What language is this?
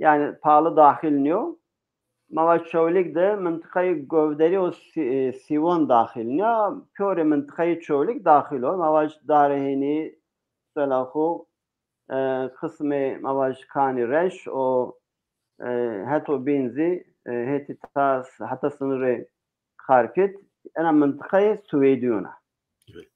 Zaza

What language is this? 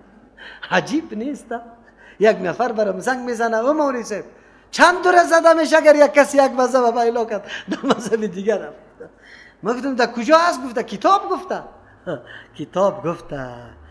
Persian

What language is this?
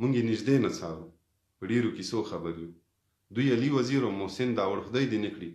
Pashto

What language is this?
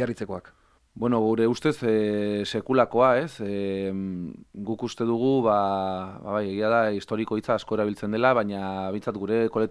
Basque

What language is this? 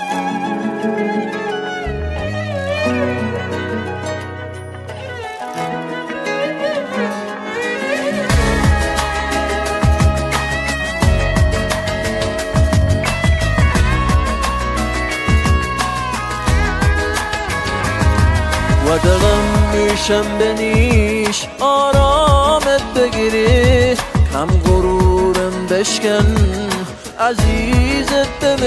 Persian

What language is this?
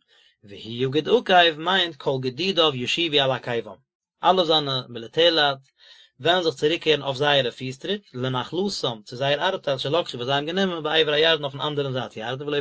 Yiddish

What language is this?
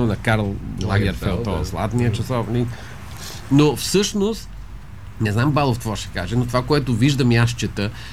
Bulgarian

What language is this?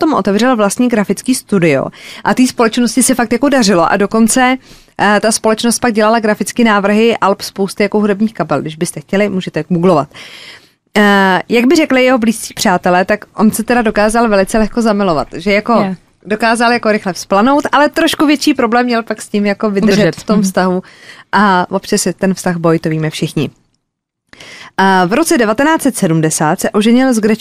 Czech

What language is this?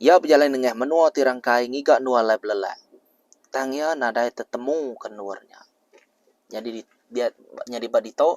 Iban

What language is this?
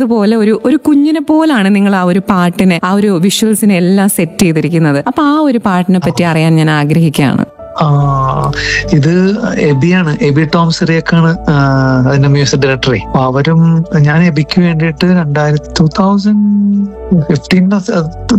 Malayalam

